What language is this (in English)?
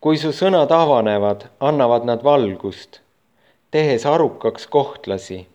Estonian